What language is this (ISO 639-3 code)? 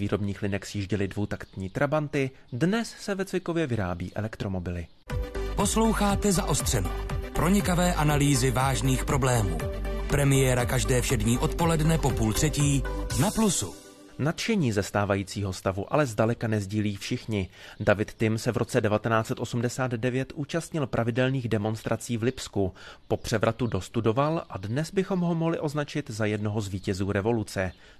ces